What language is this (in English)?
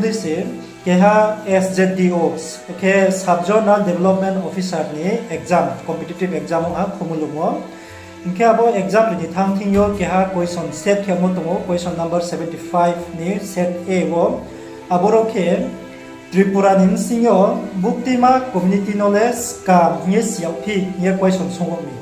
Riang (India)